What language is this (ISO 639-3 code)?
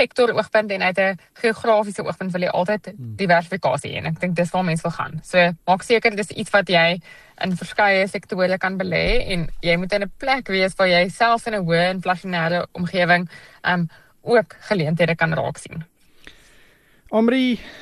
afr